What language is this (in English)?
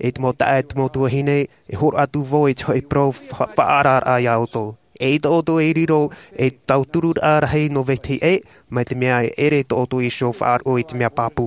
Tahitian